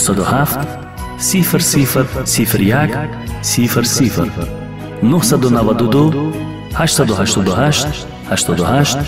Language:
Tajik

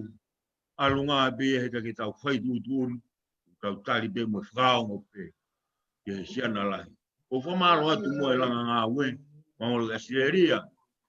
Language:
Tongan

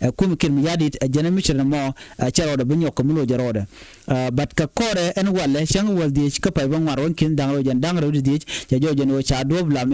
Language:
Nuer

